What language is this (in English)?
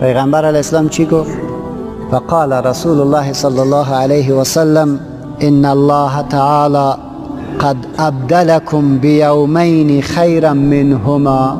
Persian